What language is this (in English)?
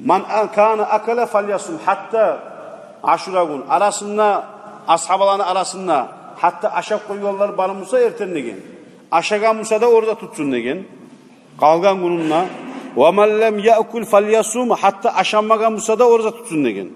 Kumyk